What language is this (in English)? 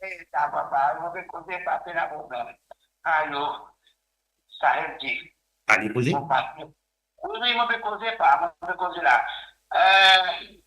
Morisyen